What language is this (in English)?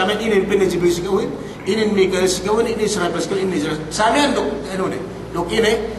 Yakan